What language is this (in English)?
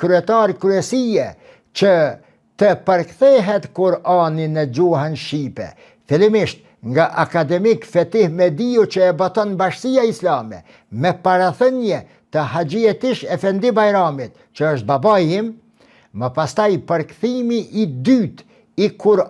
Albanian